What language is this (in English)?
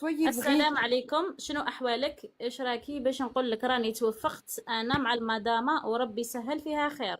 Algerian Arabic